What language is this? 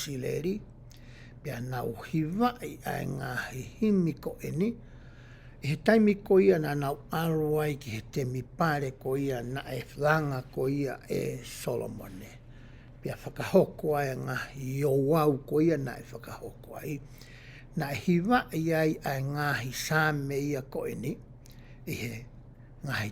Tongan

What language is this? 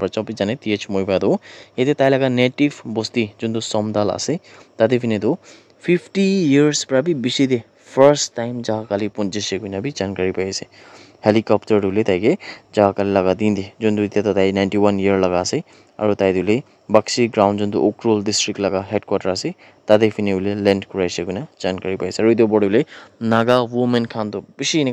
Naga Pidgin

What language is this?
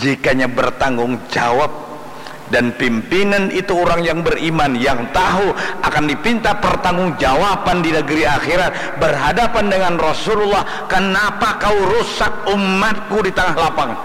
Banjar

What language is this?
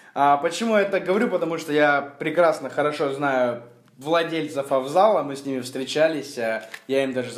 Russian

